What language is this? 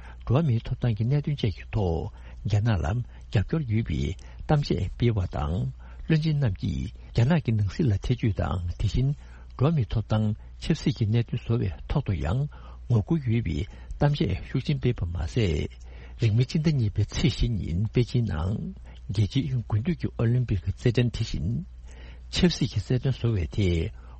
Tibetan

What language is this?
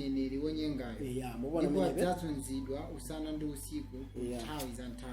Nyanja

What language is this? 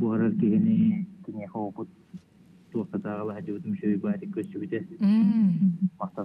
Yakut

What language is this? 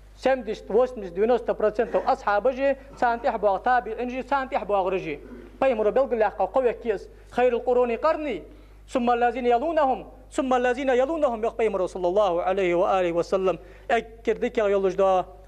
Ingush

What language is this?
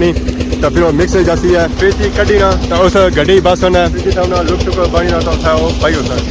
Pahari-Potwari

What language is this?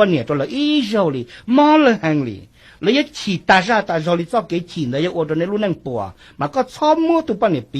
Hmong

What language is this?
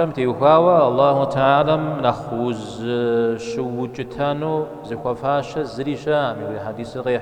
Kabardian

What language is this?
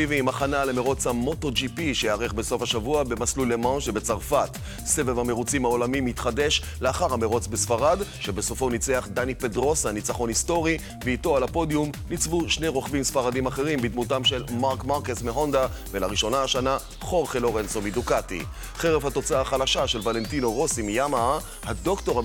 Hebrew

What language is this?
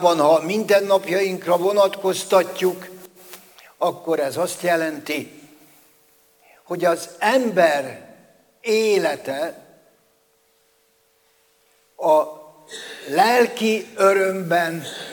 Hungarian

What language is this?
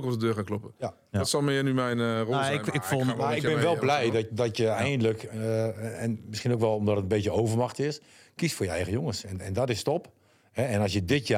Dutch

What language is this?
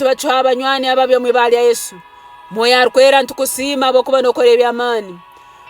Nyoro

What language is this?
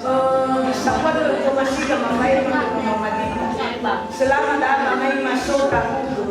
Nias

